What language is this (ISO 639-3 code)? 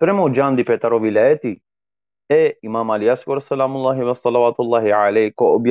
rmn